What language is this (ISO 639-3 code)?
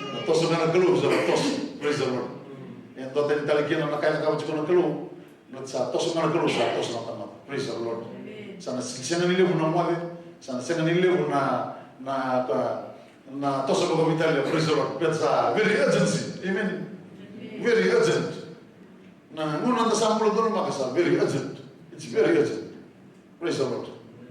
fij